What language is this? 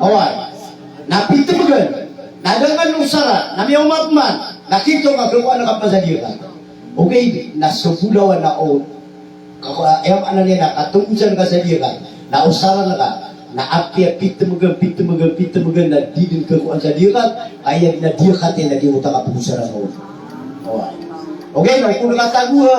Maranao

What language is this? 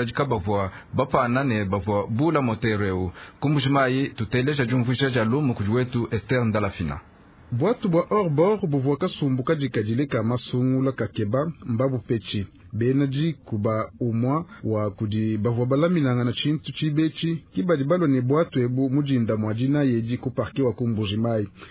Luba-Lulua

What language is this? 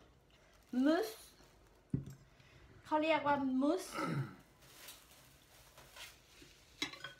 Thai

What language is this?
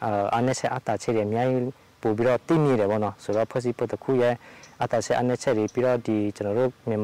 Burmese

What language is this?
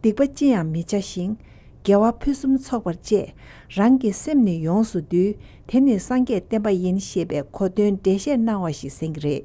Tibetan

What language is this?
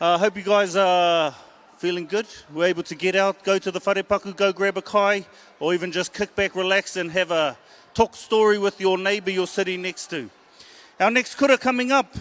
Māori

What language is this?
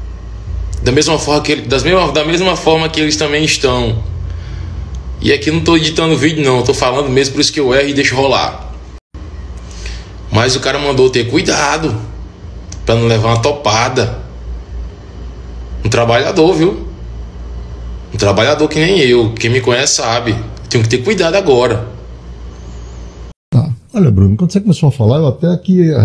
Portuguese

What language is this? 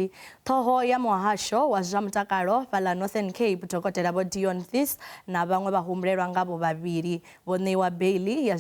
Venda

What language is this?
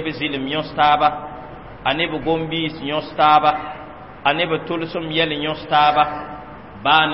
Mossi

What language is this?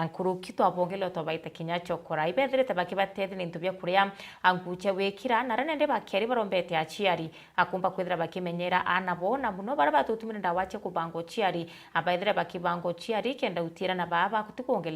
Meru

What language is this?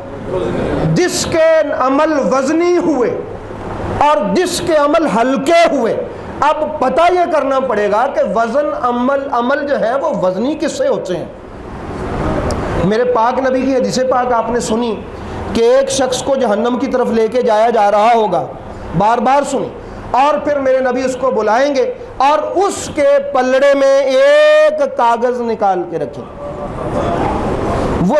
Urdu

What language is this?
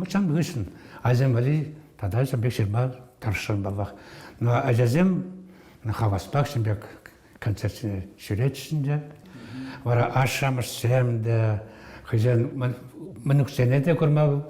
Chuvash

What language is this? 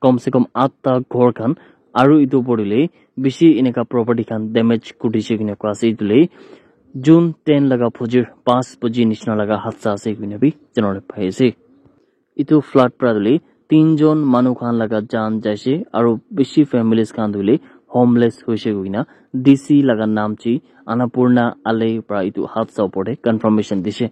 Naga Pidgin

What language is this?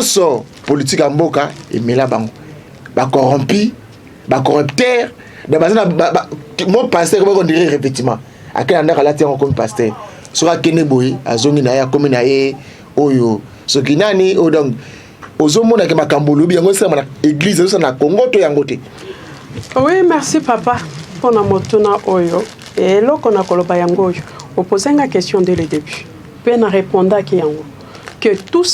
Lingala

